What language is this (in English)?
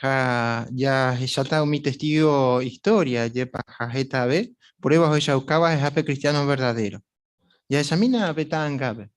Guarani